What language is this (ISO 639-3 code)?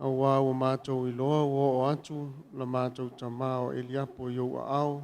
smo